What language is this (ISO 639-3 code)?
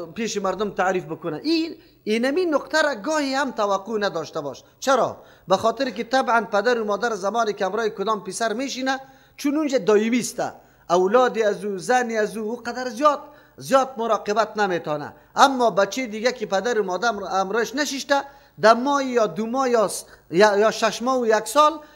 fas